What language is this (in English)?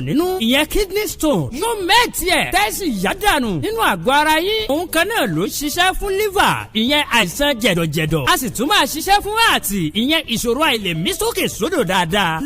Yoruba